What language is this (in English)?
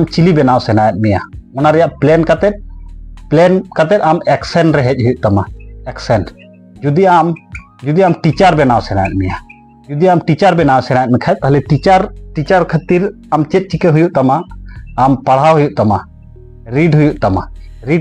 Santali